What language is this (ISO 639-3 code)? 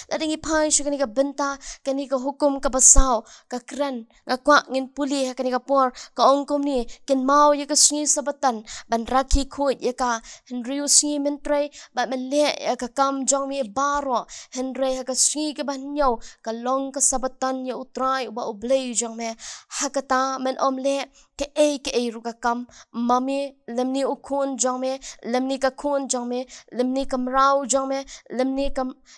kha